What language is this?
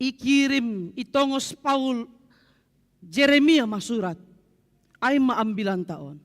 Batak Simalungun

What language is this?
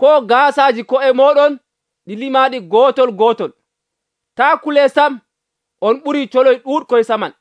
Nigerian Fulfulde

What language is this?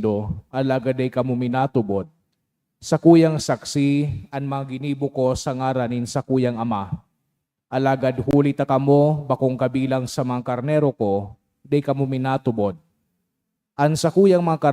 Bikol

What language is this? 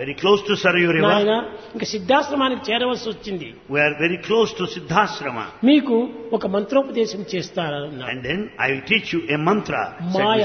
Telugu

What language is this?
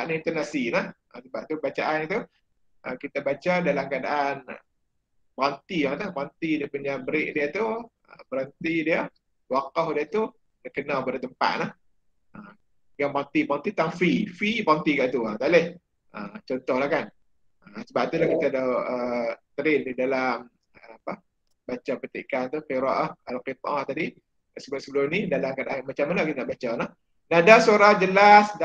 Malay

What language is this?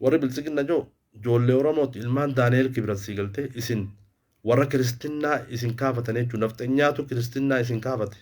Oromo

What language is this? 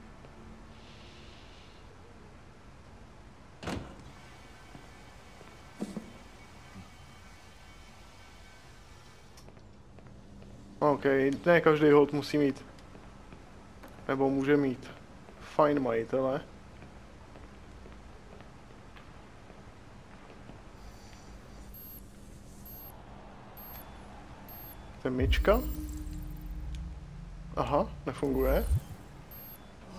Czech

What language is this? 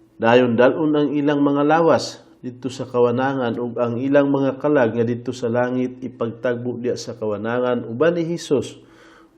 Cebuano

